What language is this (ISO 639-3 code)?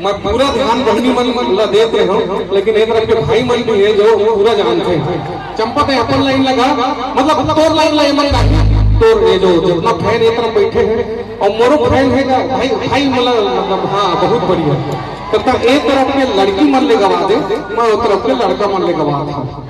hne